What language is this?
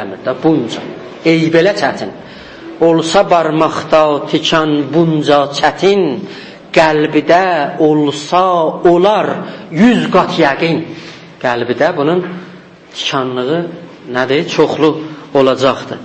South Azerbaijani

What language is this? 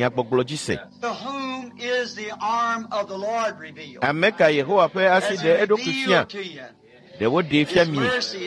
Ewe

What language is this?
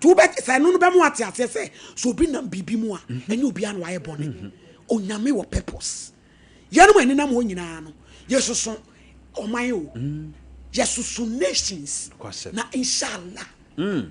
Akan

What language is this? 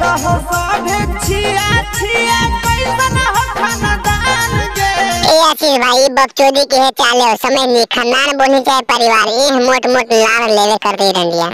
Magahi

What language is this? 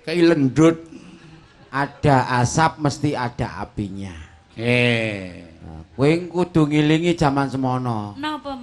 Javanese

